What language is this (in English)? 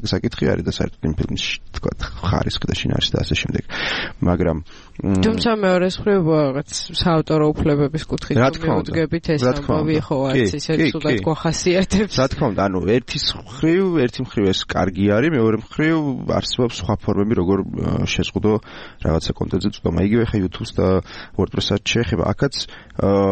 Georgian